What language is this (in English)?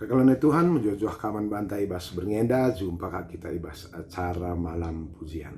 Batak Karo